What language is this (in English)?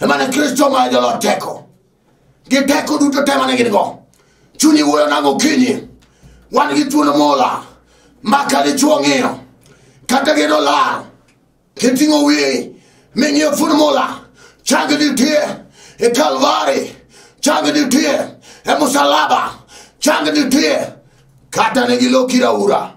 Luo (Kenya and Tanzania)